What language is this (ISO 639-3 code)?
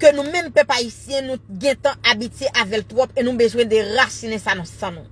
hat